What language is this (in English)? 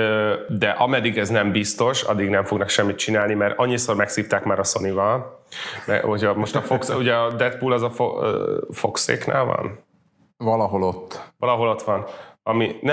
Hungarian